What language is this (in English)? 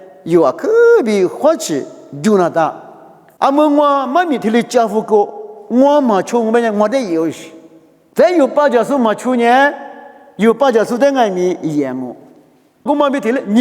Lisu